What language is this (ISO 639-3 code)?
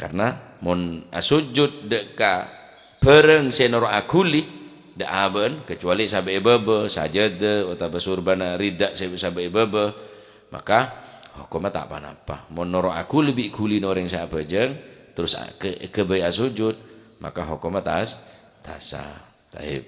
mad